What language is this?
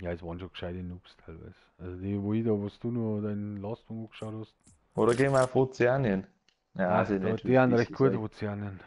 Bavarian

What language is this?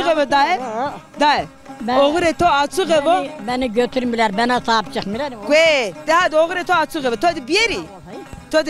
Zaza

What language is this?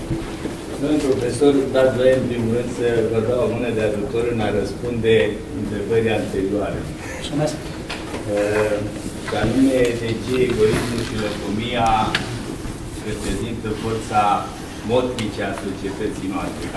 Romanian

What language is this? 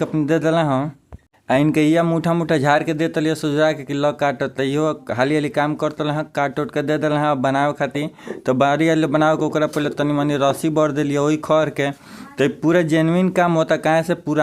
Bhojpuri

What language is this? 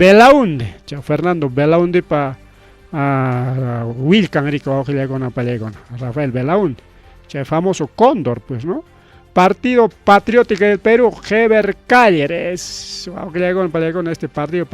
Ayacucho Quechua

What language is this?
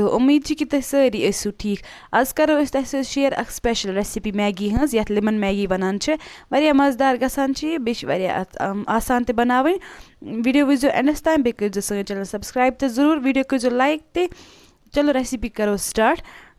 Kashmiri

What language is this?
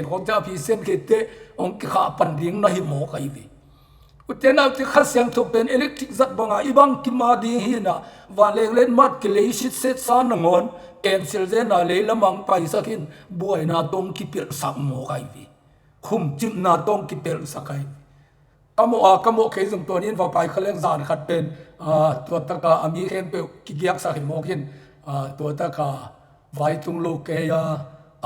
Tedim Chin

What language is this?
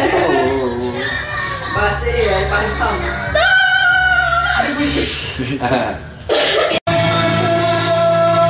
Malay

